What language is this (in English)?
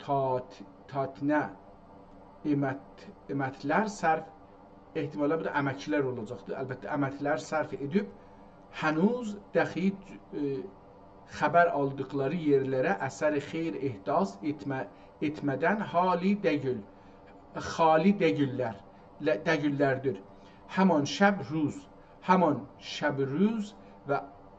South Azerbaijani